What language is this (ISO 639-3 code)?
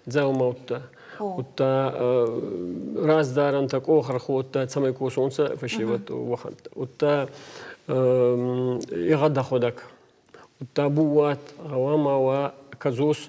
oss